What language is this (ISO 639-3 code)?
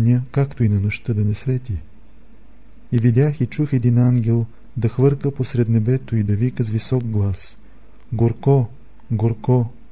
bul